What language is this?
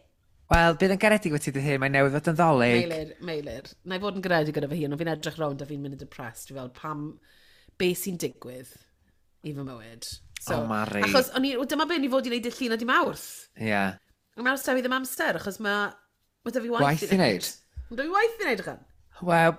Welsh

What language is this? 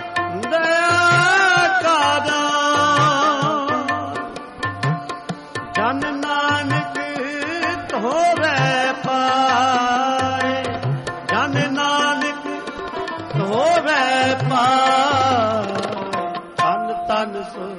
Punjabi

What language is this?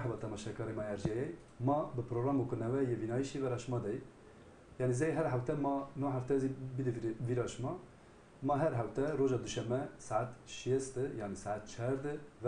Zaza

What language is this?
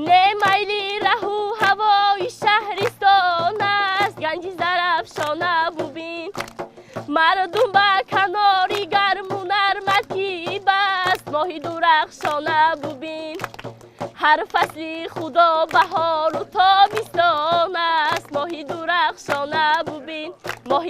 Tajik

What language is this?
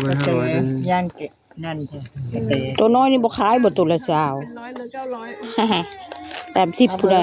Northeastern Thai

